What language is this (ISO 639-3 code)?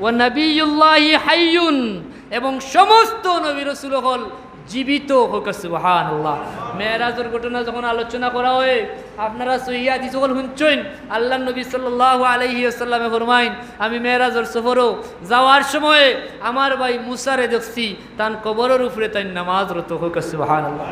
syl